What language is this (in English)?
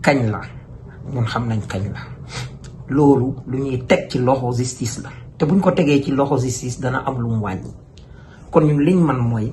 Wolof